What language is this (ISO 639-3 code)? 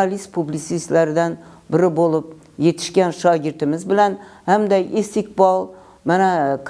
uzb